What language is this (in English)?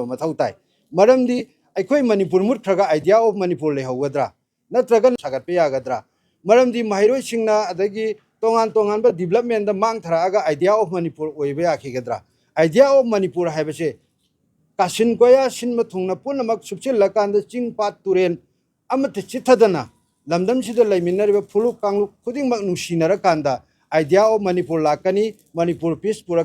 Manipuri